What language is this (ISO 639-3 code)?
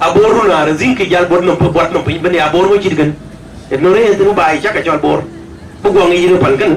din